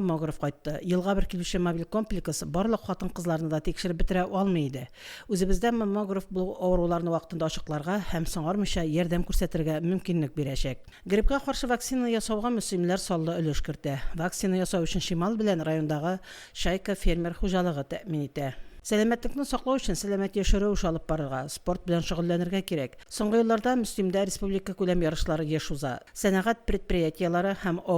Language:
Tatar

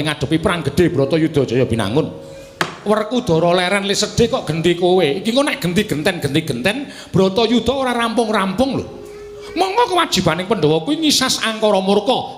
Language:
Javanese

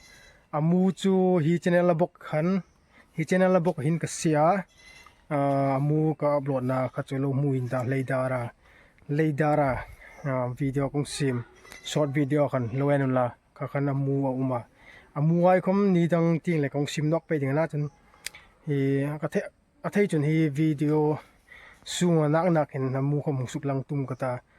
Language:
Hmar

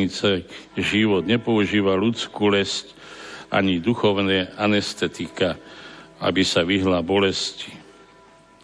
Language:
Slovak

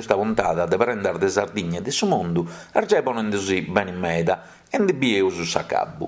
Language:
Sardinian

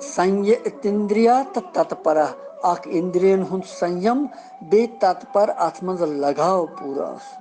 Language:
Kashmiri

